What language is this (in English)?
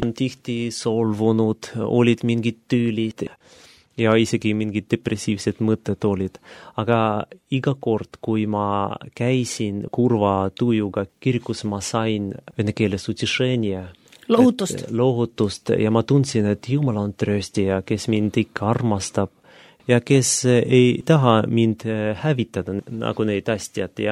Estonian